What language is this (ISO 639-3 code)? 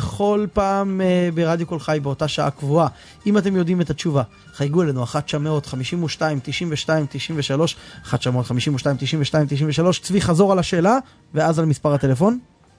heb